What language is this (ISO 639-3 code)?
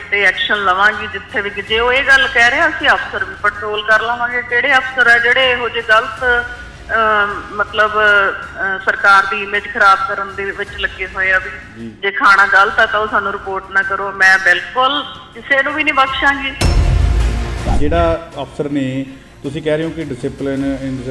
pan